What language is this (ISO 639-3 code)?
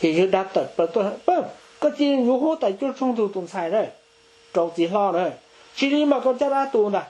hmn